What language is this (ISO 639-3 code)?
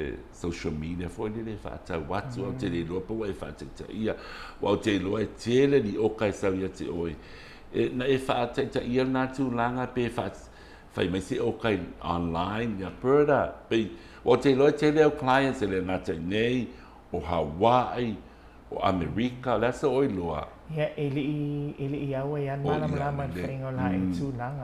smo